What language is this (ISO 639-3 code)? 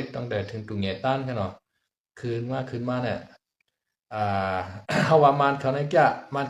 shn